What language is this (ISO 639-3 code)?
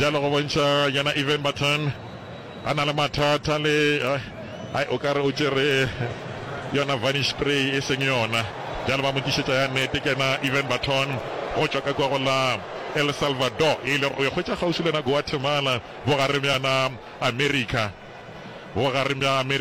nso